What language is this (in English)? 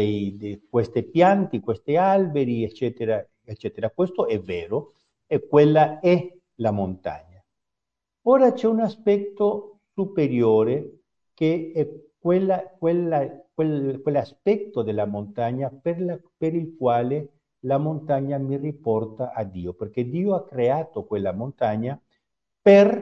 Italian